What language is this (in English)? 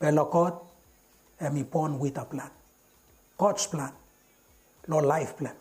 Bislama